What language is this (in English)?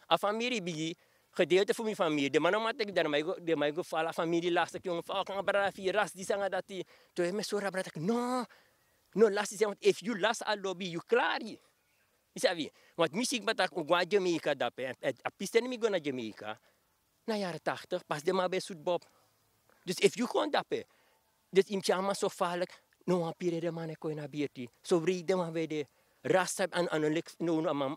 Sranan Tongo